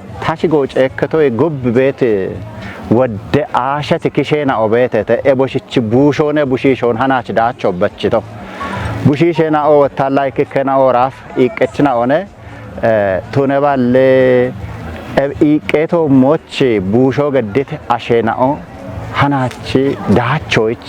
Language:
Kafa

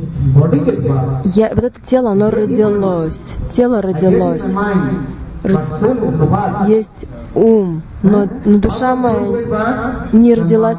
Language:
Russian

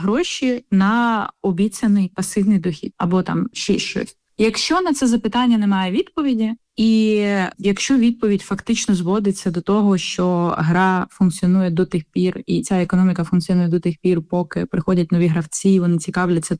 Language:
Ukrainian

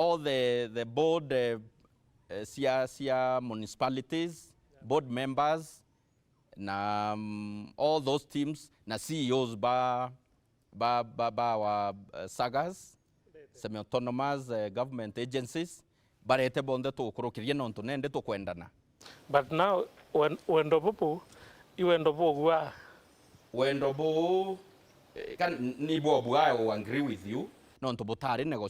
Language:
Meru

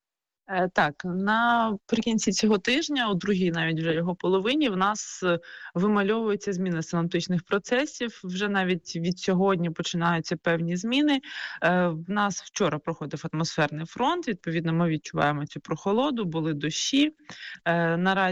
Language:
Ukrainian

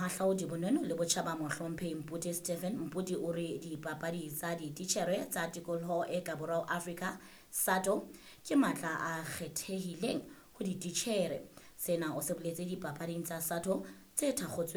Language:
Southern Sotho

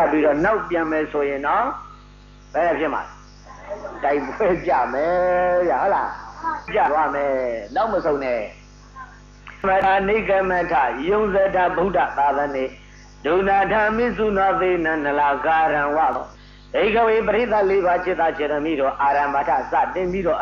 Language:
Burmese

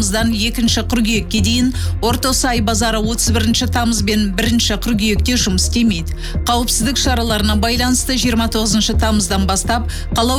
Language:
Kazakh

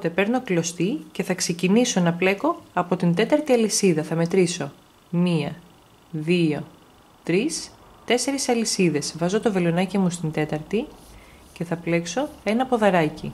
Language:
Greek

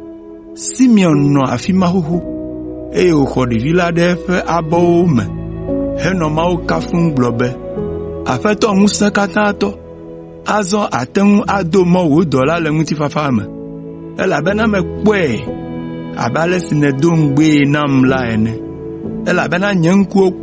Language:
Ewe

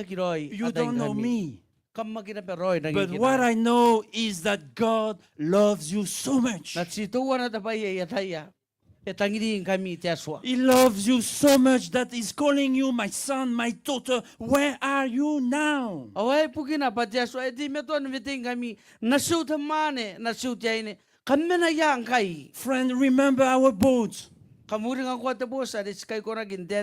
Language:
Gilbertese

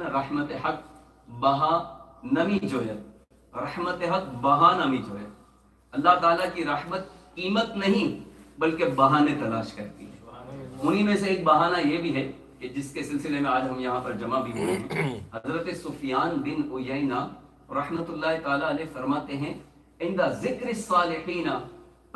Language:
Urdu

